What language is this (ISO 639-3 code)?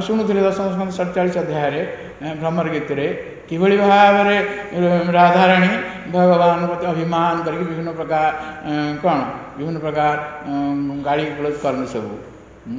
ori